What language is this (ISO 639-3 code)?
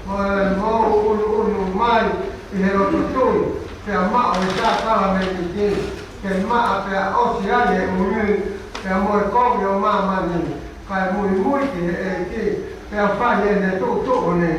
ton